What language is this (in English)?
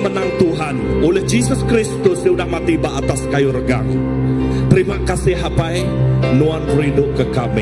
Iban